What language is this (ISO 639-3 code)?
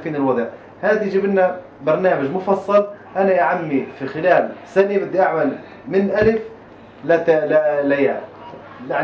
apc